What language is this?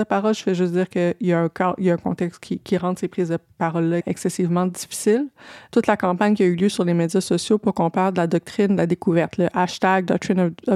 French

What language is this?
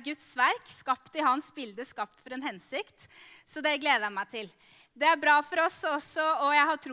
Norwegian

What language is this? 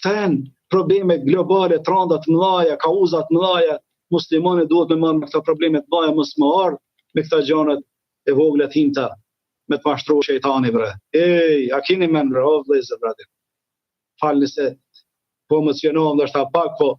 Albanian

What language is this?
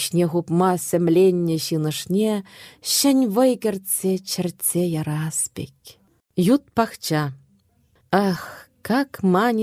Chuvash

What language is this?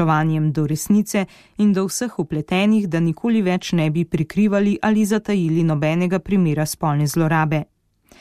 Slovenian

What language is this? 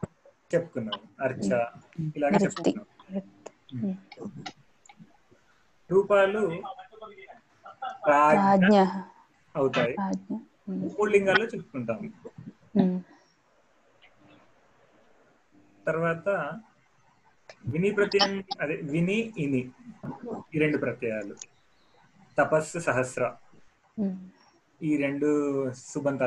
Telugu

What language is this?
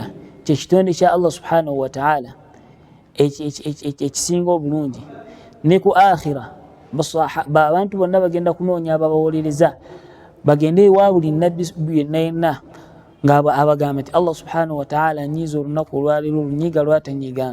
Ganda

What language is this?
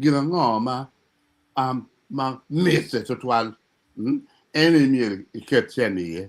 Acoli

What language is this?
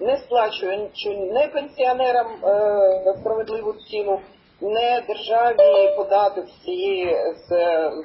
Ukrainian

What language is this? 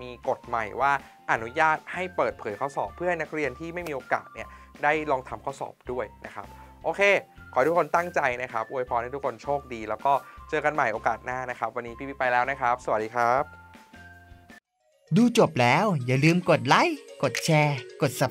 Thai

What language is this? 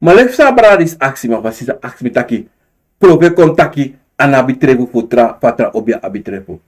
Sranan Tongo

